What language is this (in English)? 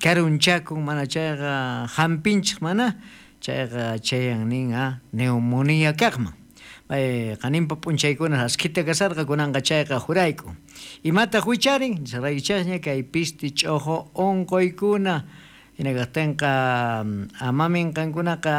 South Bolivian Quechua